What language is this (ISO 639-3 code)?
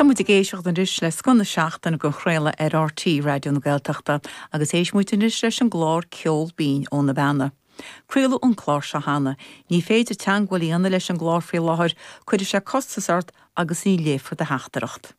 gle